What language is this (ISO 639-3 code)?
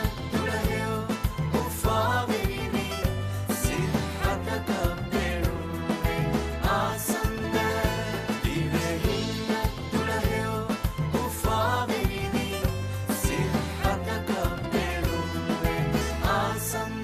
div